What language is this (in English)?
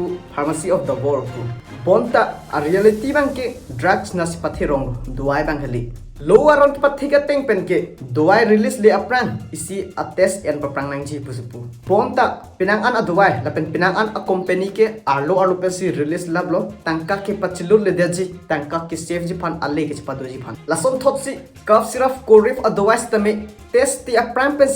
Karbi